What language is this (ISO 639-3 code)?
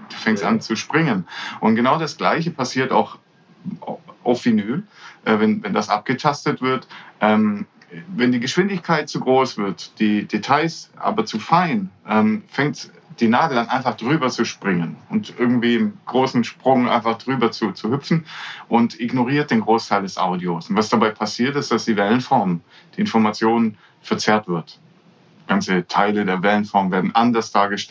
deu